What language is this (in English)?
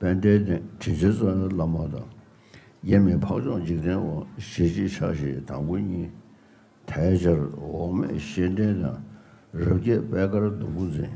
Tibetan